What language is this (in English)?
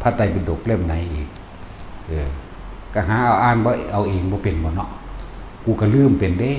Northeastern Thai